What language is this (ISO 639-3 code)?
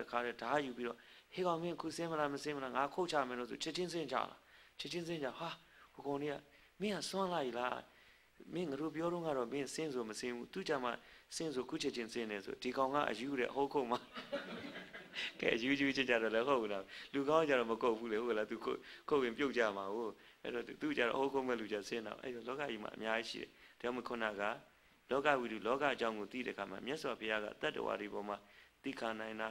mya